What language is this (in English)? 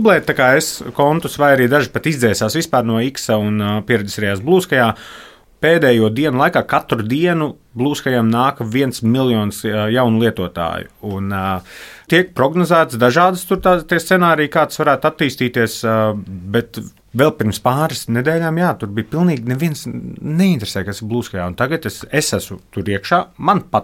Latvian